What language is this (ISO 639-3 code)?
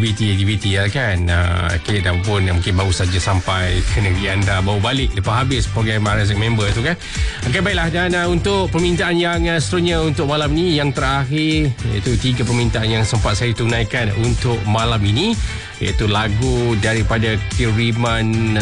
msa